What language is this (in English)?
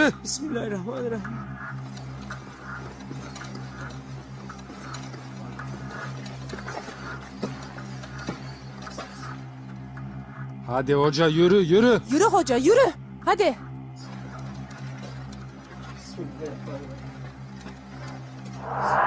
Turkish